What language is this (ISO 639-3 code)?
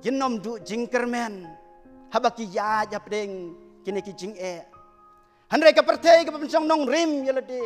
kha